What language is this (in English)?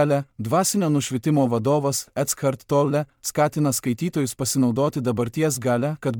Lithuanian